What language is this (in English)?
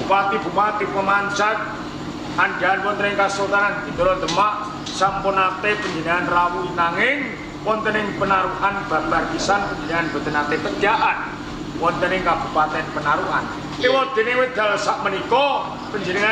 Javanese